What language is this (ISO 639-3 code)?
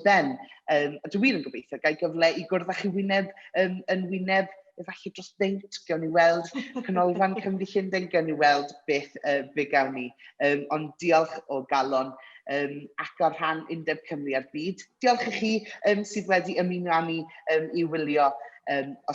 cym